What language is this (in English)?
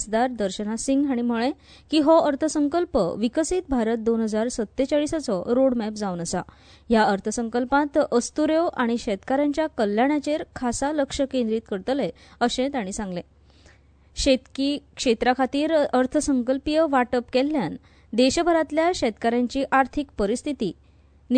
Konkani